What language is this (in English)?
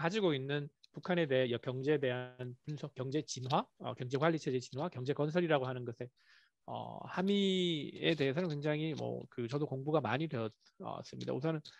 Korean